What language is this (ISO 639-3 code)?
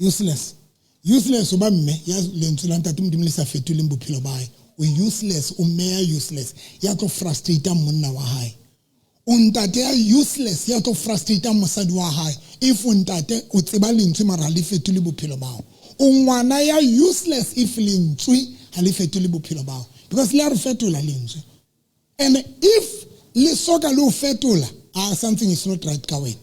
sot